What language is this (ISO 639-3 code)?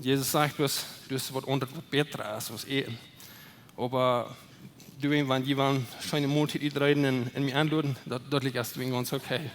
pdt